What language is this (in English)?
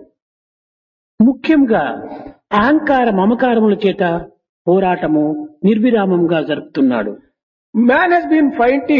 Telugu